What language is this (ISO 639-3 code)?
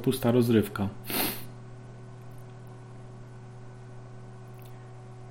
pol